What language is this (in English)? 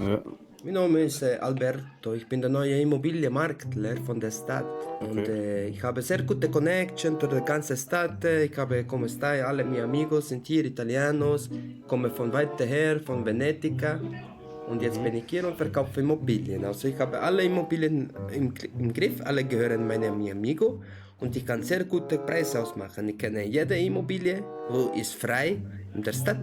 Swiss German